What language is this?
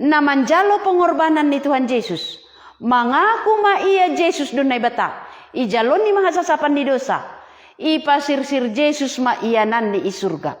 Batak Simalungun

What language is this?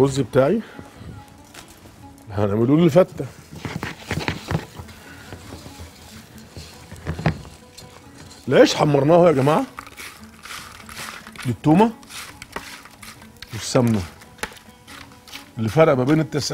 Egyptian Arabic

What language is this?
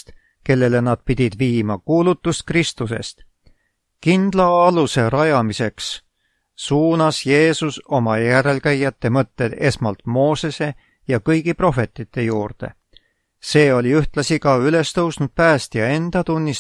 Estonian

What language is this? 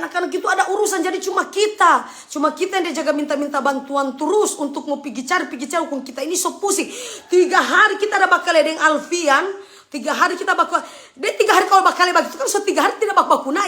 Manado Malay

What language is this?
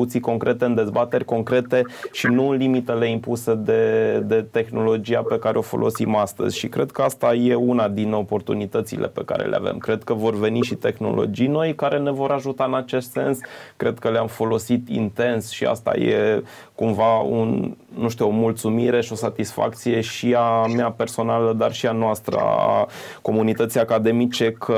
Romanian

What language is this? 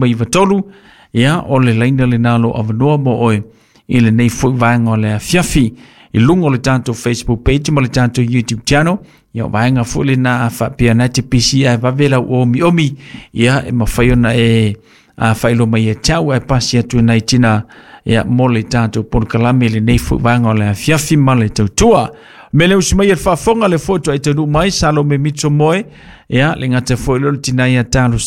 Samoan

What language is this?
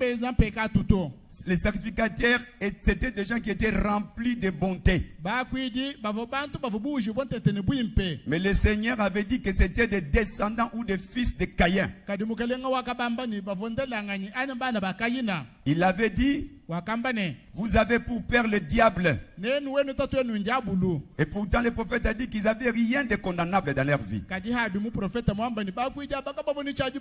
French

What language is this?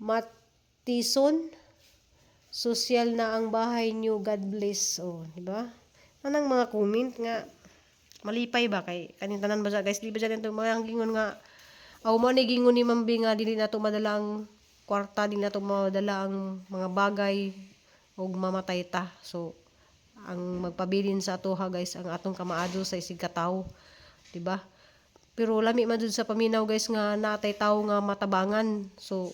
Cebuano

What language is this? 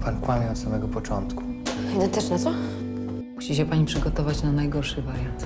Polish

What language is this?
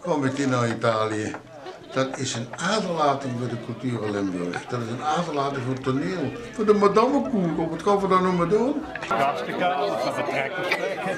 Limburgish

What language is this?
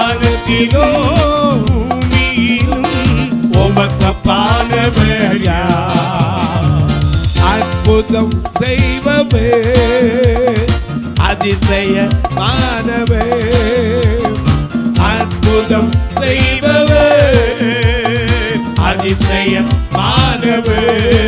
Tamil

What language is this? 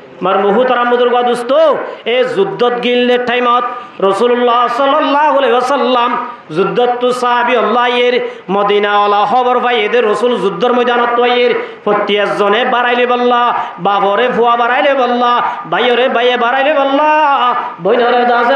Rohingya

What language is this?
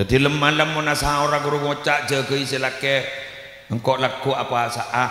Madurese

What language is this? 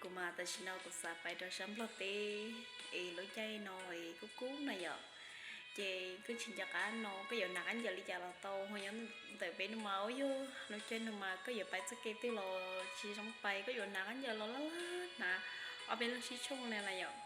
Hmong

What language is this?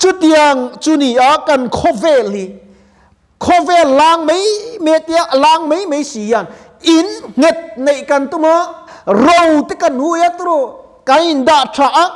Mizo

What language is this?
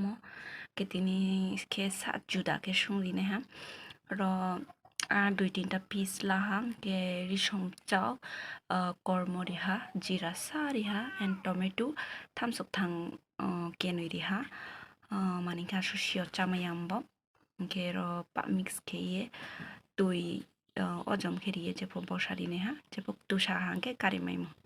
Kok Borok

